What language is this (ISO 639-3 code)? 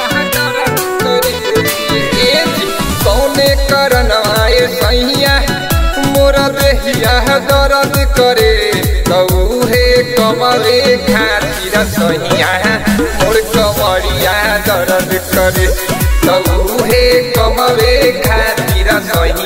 bho